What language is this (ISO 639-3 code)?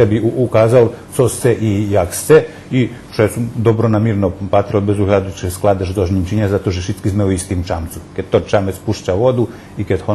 rue